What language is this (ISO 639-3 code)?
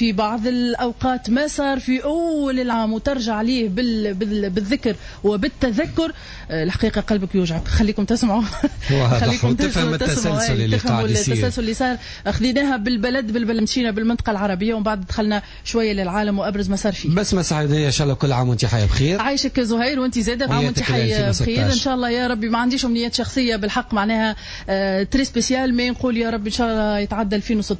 aeb